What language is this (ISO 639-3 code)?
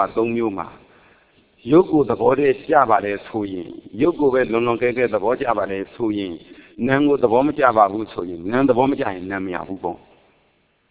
mya